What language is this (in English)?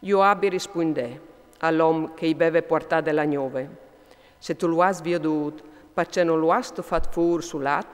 Friulian